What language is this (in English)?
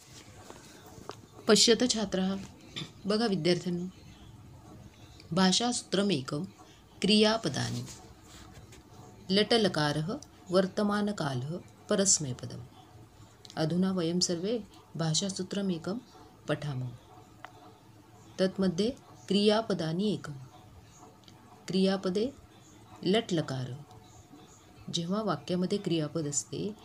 Marathi